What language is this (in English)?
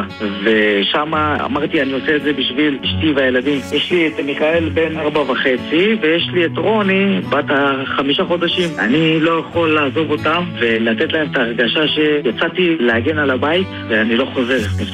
Hebrew